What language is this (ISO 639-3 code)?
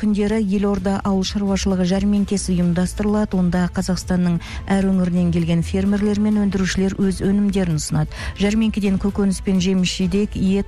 kaz